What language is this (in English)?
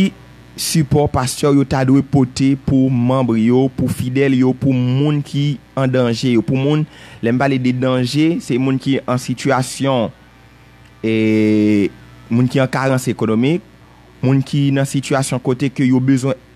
Haitian Creole